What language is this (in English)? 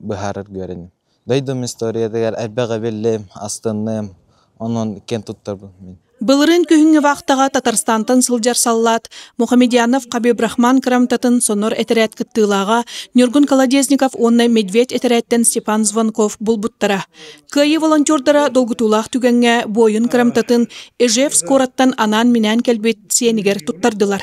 Yakut